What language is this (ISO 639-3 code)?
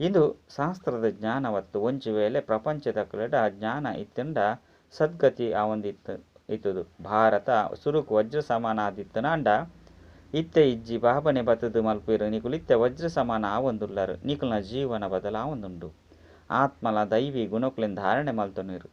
tcy